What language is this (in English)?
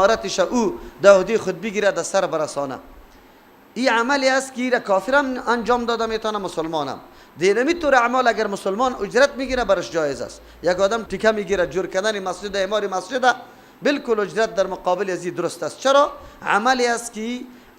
Persian